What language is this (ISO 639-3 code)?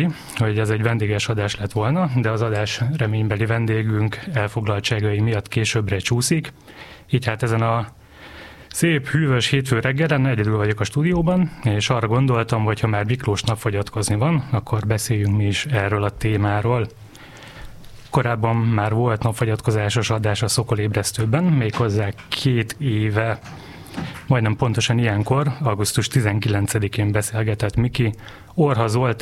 hun